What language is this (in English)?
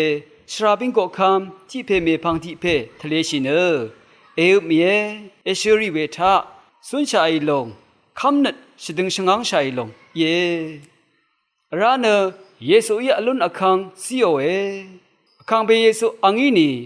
Rawang